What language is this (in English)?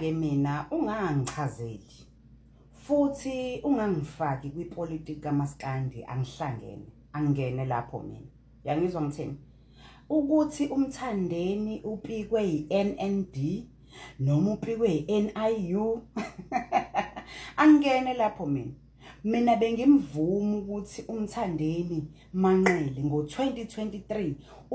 Zulu